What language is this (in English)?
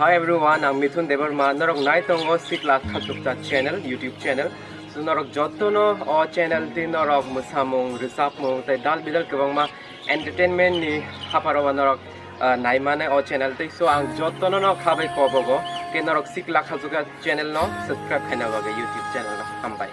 Kok Borok